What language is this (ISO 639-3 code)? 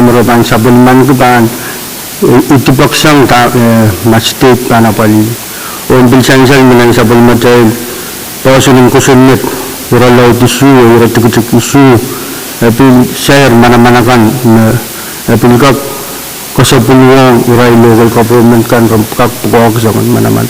pon